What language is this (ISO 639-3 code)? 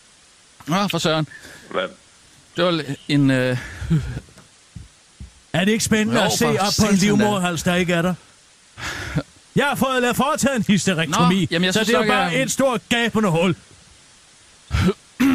dan